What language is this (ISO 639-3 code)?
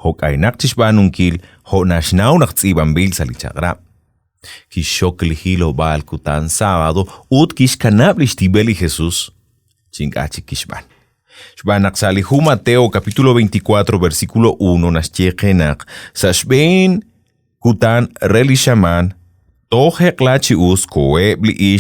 kek